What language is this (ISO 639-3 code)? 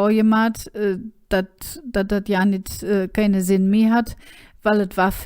ksh